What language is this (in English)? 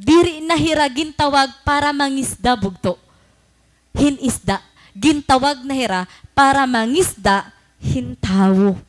Waray